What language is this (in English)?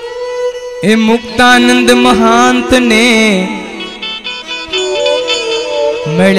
Gujarati